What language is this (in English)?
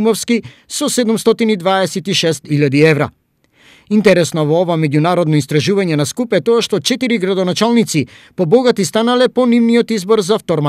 Macedonian